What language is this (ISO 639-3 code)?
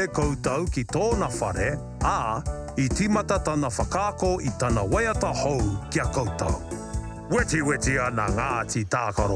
mri